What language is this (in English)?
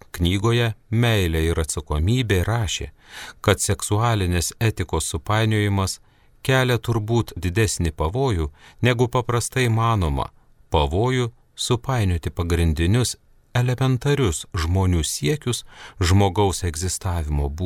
Lithuanian